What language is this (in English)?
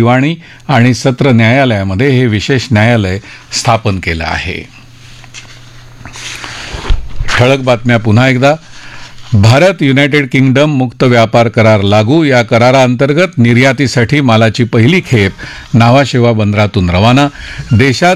Marathi